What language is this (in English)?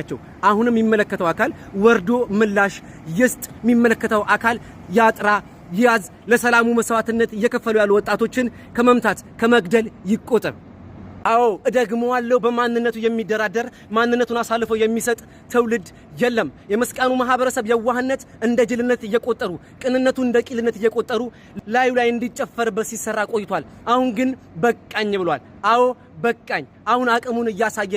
Amharic